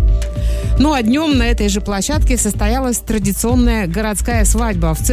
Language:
Russian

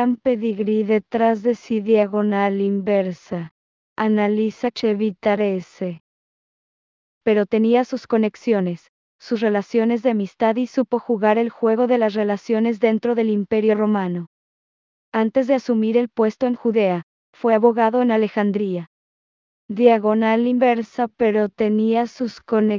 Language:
Spanish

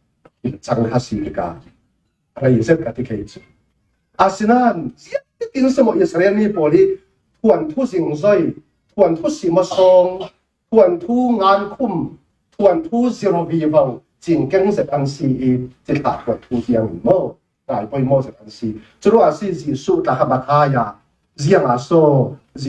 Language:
Falam Chin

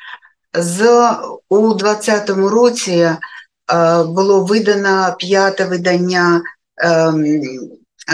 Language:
Ukrainian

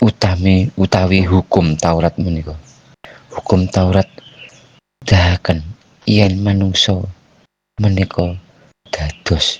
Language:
Javanese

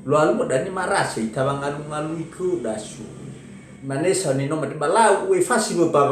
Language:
Nias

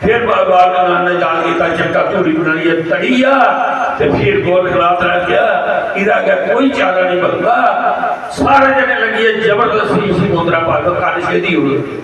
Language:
Dogri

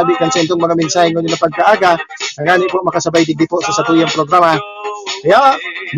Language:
Bikol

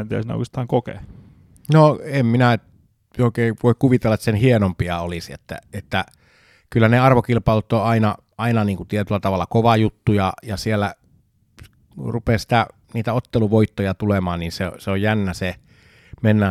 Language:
Finnish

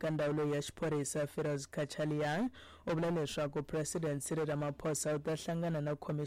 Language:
Tsonga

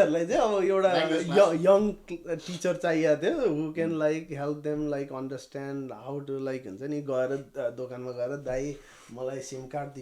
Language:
Nepali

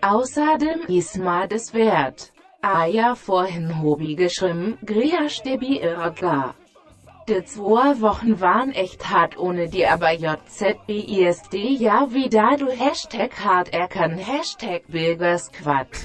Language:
Bavarian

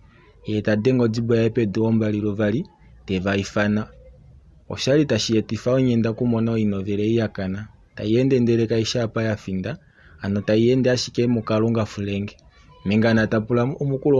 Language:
Kuanyama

